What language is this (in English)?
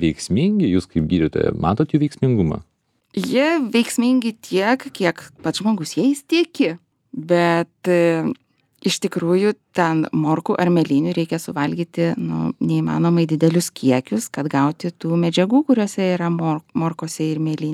Lithuanian